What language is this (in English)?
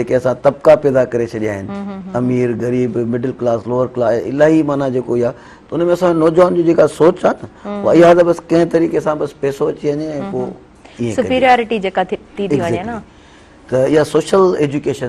Sindhi